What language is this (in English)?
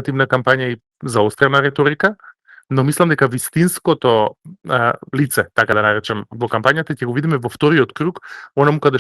Macedonian